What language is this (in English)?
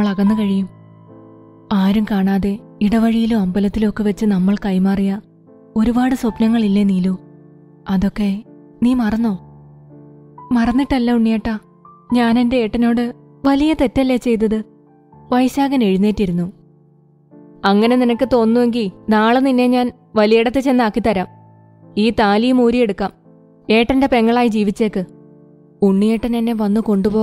Malayalam